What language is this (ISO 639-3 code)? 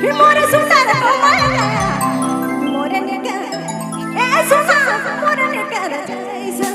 sck